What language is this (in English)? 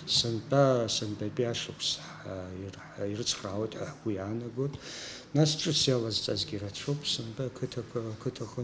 Abkhazian